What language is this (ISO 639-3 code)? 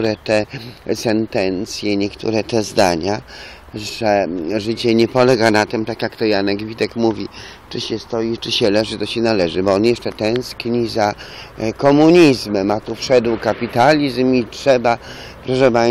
pol